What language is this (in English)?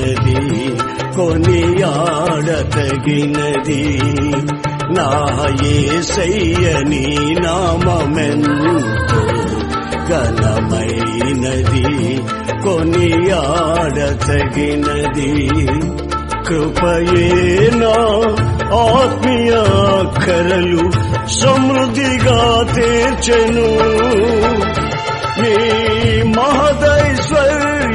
Telugu